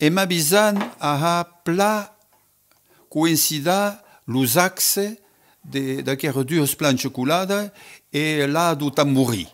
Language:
Occitan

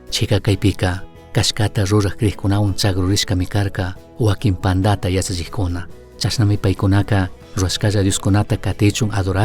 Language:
Chimborazo Highland Quichua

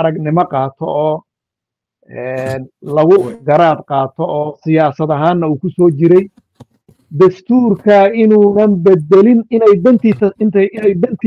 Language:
Somali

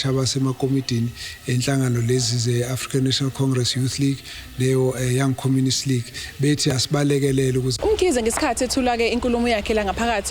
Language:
Zulu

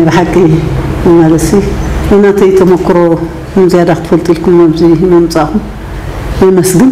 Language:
Tigrinya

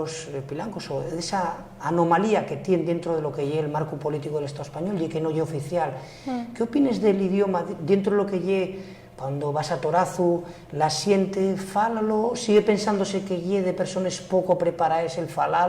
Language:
Asturian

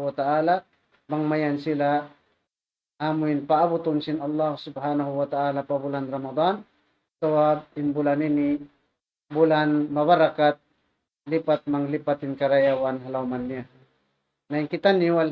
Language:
Tausug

